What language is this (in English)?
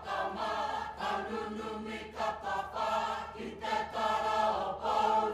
Māori